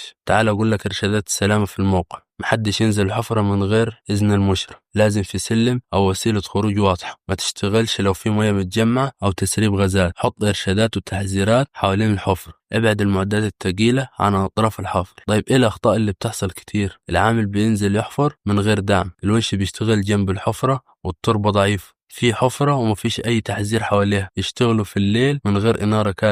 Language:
Egyptian Arabic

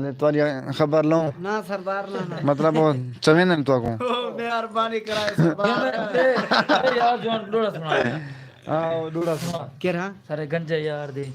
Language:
Saraiki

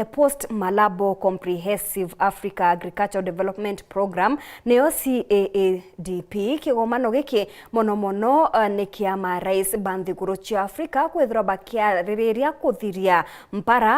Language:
Meru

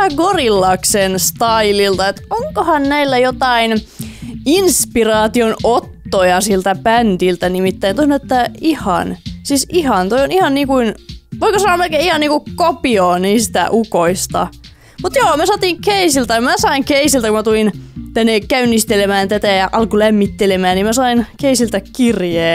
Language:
Finnish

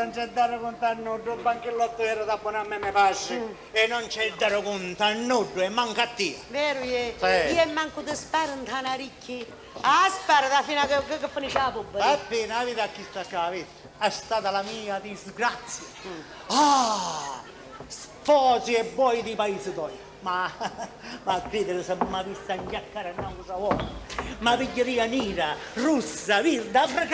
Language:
Sicilian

